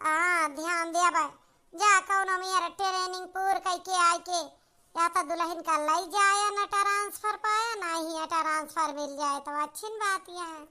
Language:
Awadhi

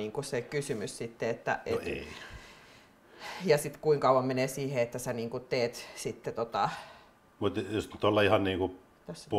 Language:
Finnish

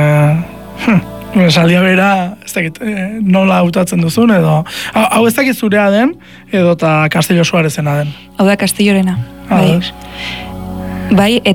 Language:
Basque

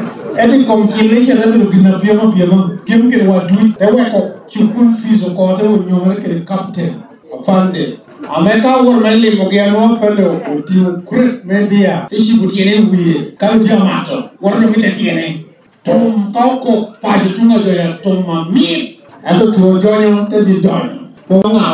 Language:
Lango (Uganda)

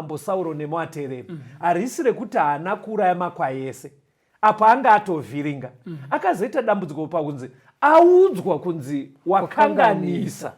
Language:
Shona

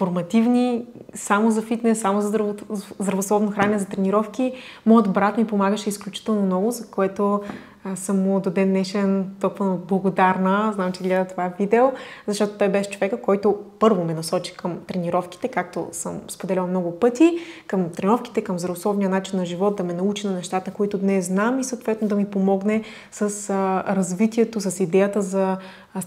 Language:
Bulgarian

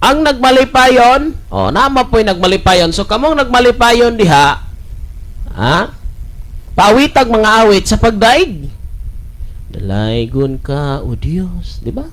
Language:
Cebuano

